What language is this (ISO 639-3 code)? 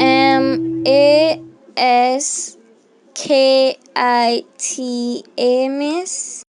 jam